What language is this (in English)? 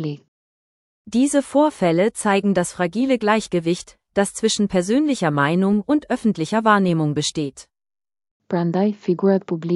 Albanian